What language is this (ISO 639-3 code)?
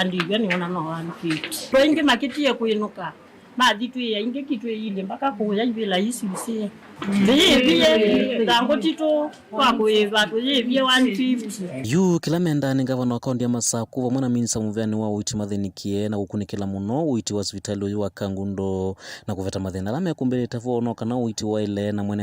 kam